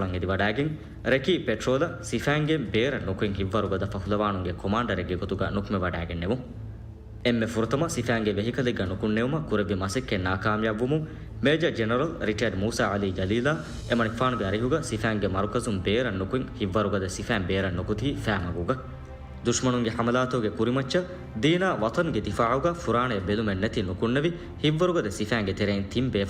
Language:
Divehi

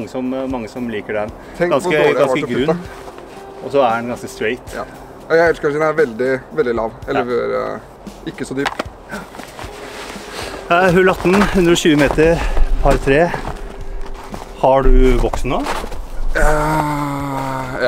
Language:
Norwegian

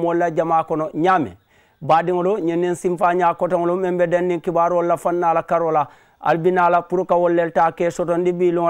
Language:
Mandingo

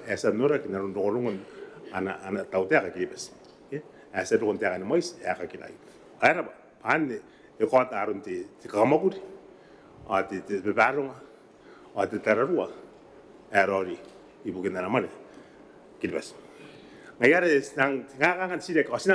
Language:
Gilbertese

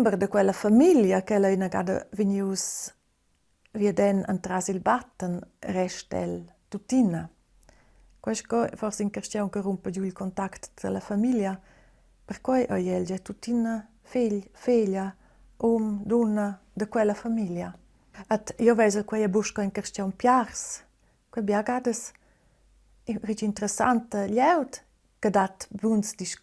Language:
Romansh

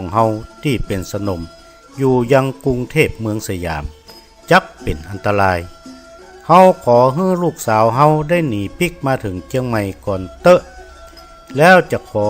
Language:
Northern Thai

